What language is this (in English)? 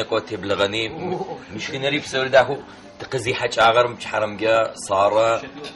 Adyghe